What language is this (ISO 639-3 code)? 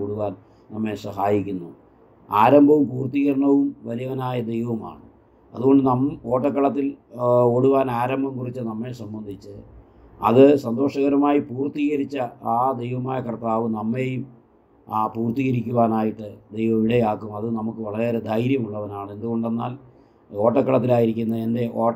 mal